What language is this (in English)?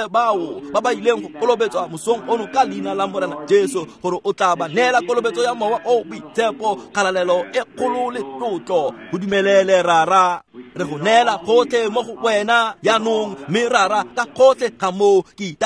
Tswana